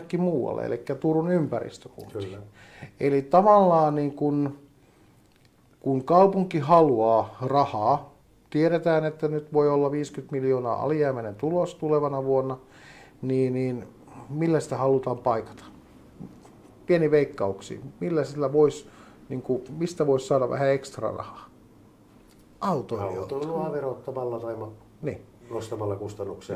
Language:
Finnish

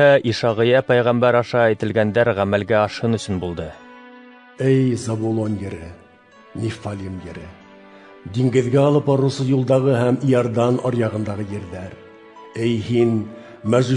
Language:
Bashkir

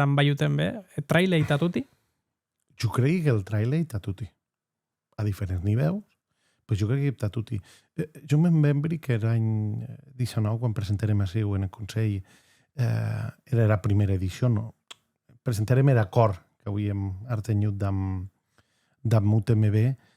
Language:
Occitan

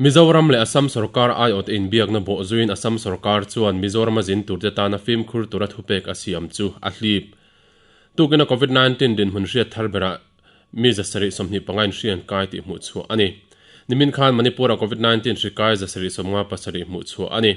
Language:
Mizo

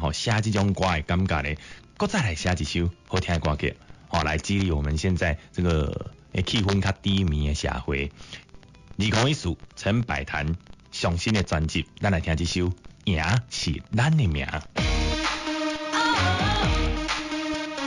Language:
Min Nan Chinese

